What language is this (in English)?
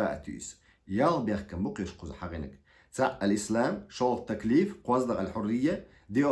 Chechen